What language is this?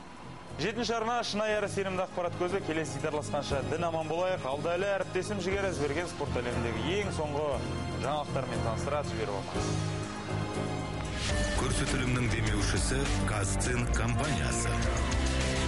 Kazakh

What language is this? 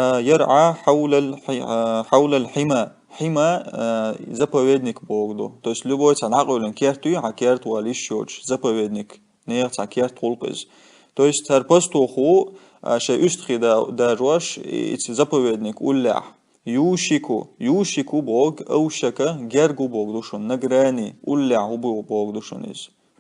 Chechen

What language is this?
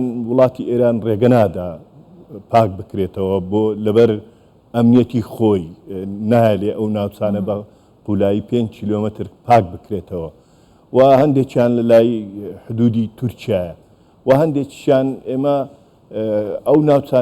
Central Kurdish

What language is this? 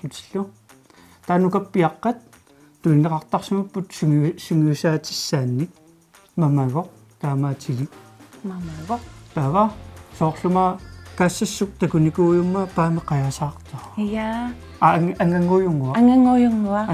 Kalaallisut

